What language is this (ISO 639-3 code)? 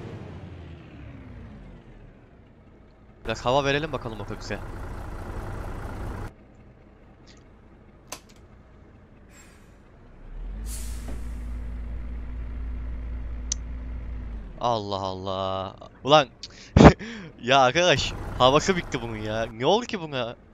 tur